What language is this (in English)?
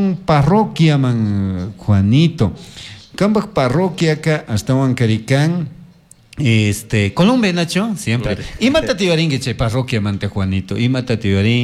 Chimborazo Highland Quichua